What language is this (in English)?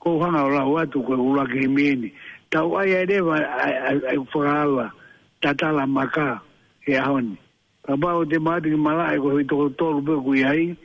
Tongan